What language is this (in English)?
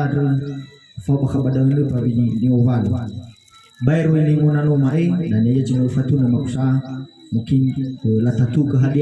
Nias